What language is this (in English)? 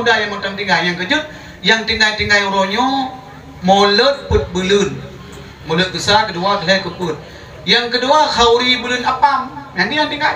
Achinese